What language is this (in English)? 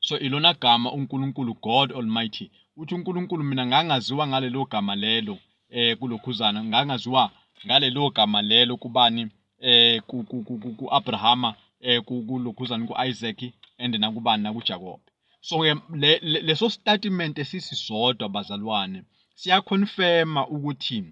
Zulu